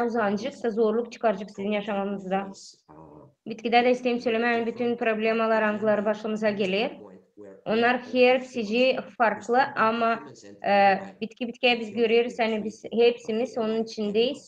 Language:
Gagauz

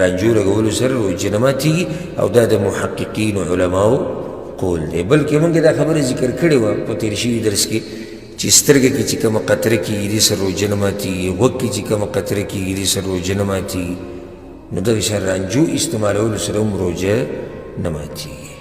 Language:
Pashto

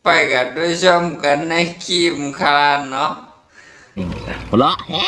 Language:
Shan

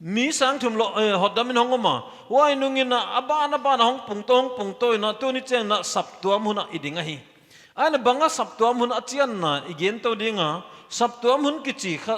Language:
Paite Chin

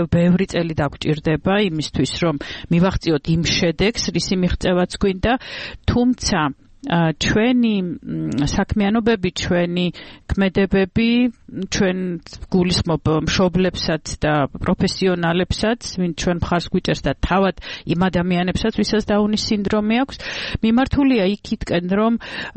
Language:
Georgian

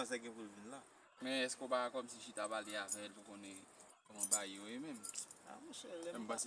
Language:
Haitian Creole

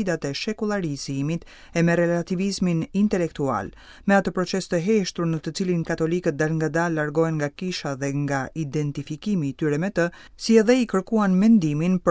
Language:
Albanian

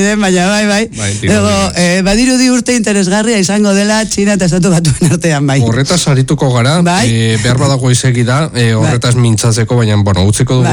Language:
Basque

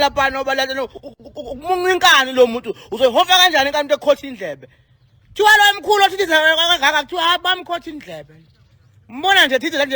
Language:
Zulu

